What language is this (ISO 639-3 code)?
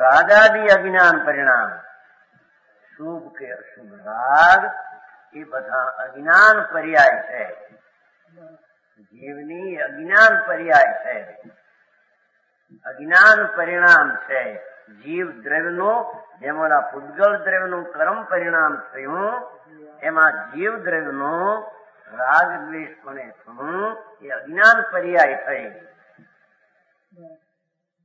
guj